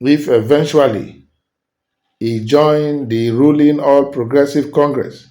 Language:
Nigerian Pidgin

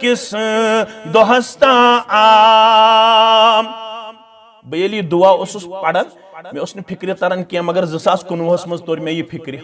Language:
Kashmiri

